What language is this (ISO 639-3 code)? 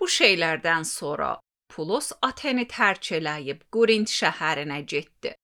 aze